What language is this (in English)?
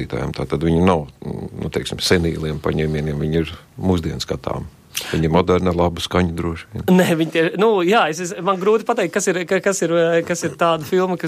Latvian